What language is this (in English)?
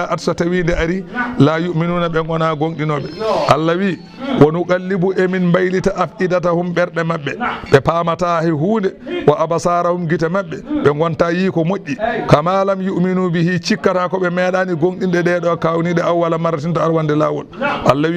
Fula